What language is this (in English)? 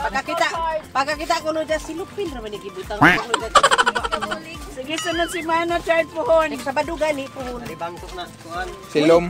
Cebuano